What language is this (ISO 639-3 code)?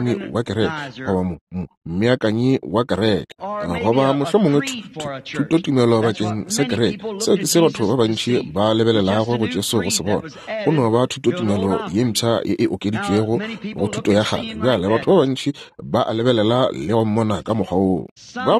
nso